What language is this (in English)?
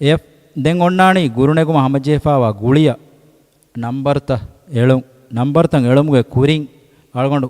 Divehi